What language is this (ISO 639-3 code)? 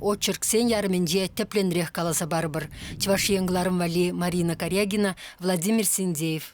chv